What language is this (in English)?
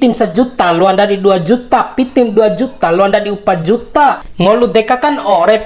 Bima